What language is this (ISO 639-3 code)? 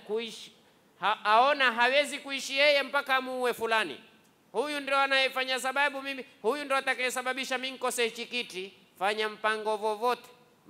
swa